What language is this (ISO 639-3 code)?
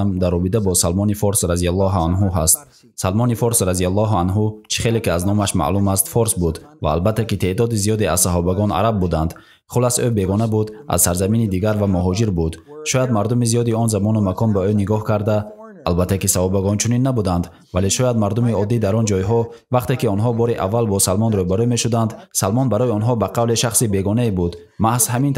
tgk